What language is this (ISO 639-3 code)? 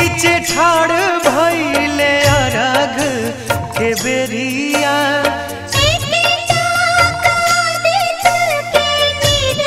bho